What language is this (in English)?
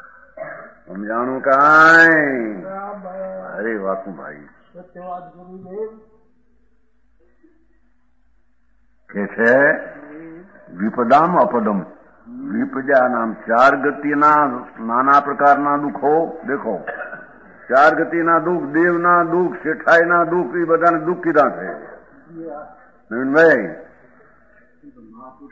Gujarati